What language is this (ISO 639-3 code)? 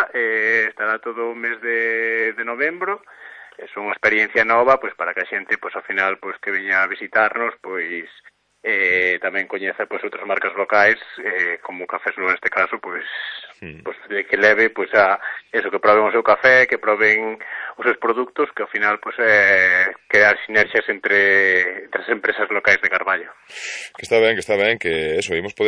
glg